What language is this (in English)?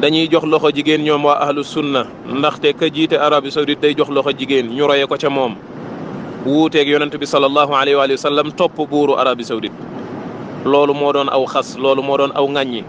Wolof